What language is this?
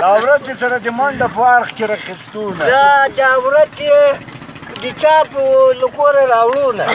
Pashto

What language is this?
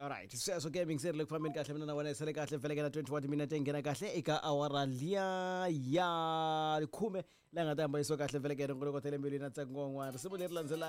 Tsonga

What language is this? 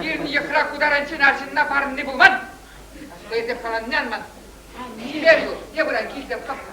Chuvash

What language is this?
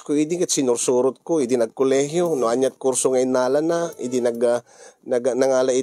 Iloko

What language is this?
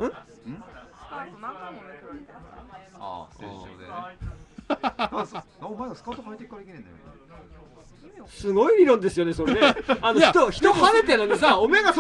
Japanese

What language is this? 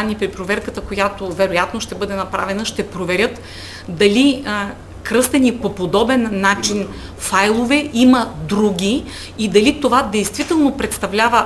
Bulgarian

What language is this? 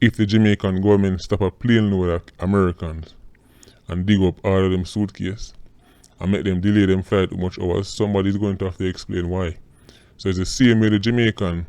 Jamaican Creole English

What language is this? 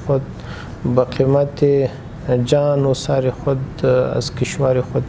Pashto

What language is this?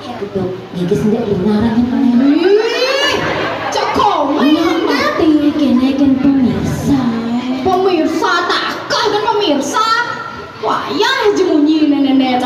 Balinese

